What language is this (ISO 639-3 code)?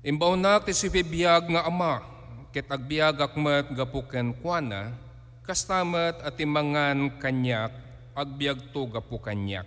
ilo